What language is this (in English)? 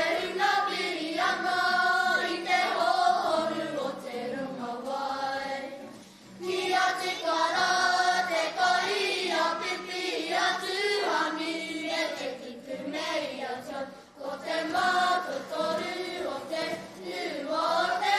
Māori